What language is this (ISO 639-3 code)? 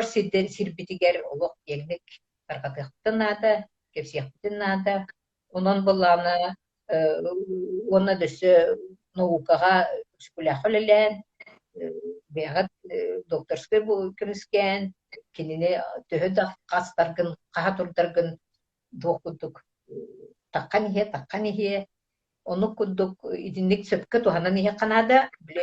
sah